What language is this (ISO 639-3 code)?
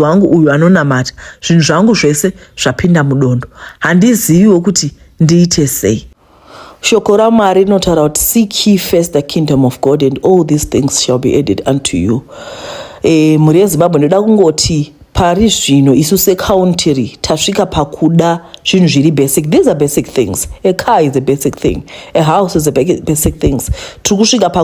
sna